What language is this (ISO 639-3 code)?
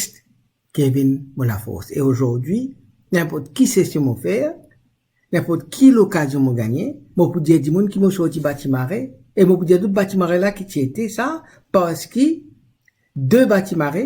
mfe